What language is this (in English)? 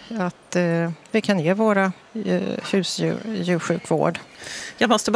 Swedish